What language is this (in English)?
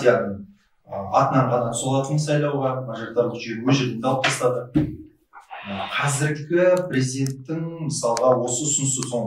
Kazakh